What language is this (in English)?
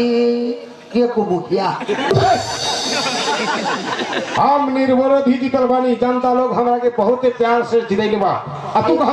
Bhojpuri